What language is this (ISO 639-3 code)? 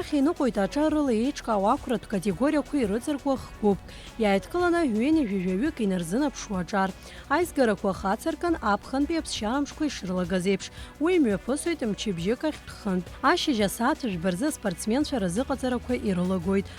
abk